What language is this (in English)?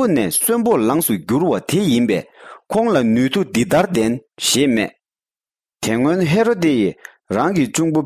Tibetan